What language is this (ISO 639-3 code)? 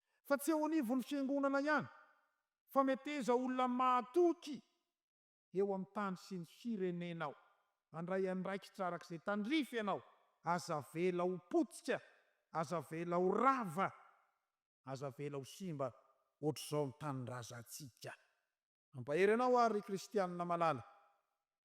mlg